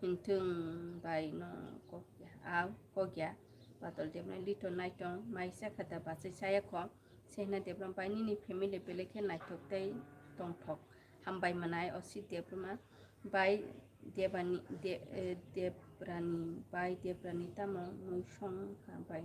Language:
Kok Borok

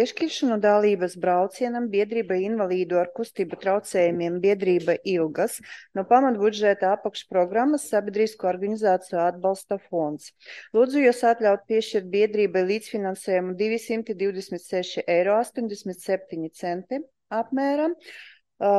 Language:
Latvian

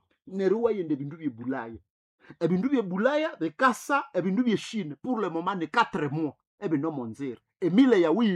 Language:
Nande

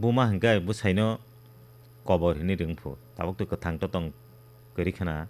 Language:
Kok Borok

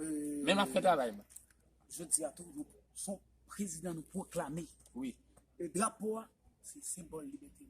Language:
Haitian Creole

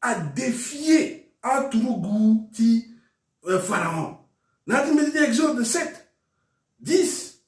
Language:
Sango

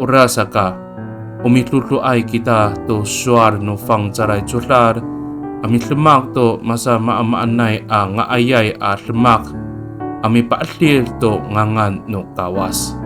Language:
Amis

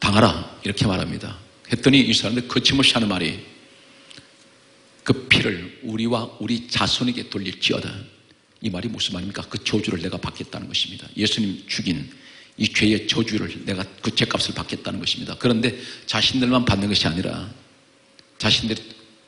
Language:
Korean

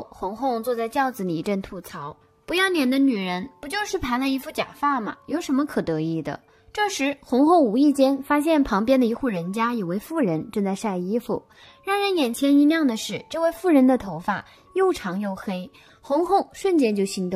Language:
Chinese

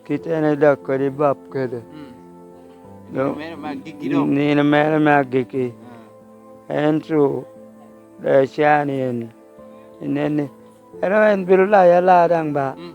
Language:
Lango (Uganda)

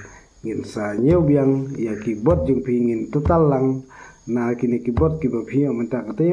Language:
Khasi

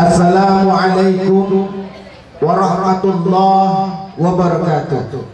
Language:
Musi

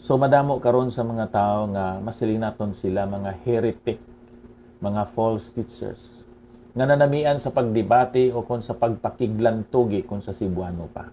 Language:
Hiligaynon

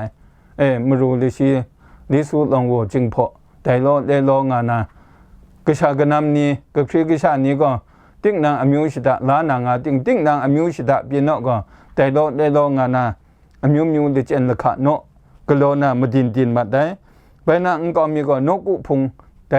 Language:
Kachin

